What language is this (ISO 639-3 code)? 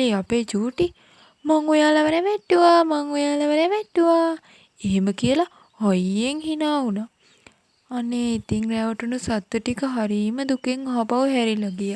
sin